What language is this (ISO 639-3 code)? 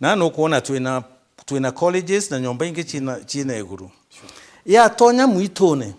mer